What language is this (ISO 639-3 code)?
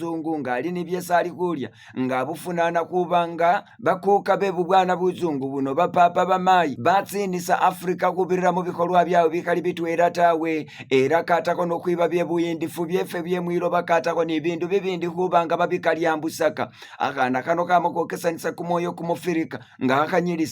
myx